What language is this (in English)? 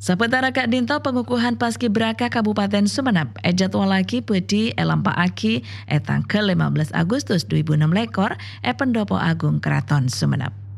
Madurese